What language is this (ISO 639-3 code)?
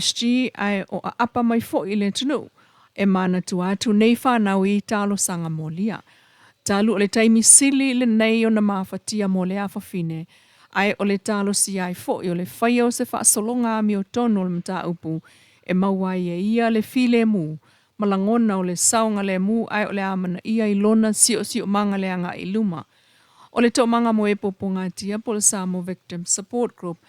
smo